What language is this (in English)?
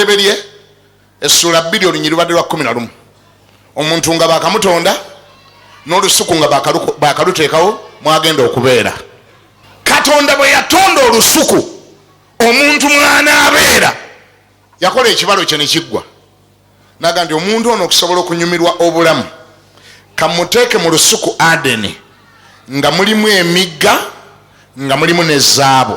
Ganda